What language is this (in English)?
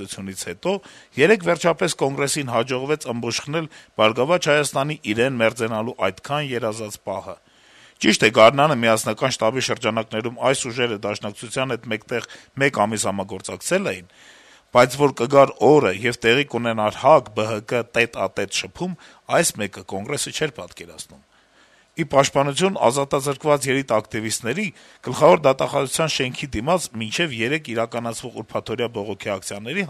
Armenian